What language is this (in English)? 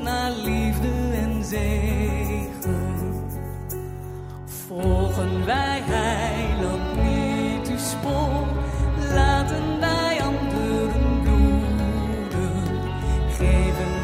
Dutch